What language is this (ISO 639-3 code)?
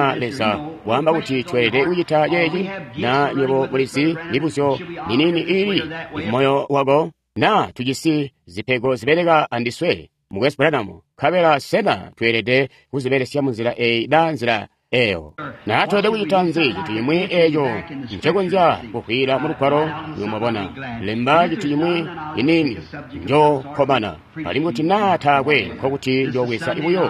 toi